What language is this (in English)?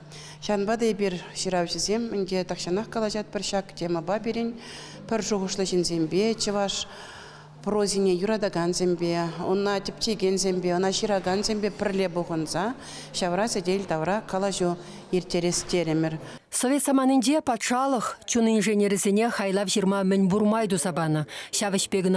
Chuvash